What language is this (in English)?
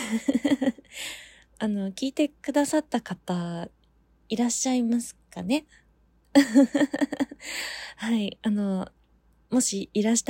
Japanese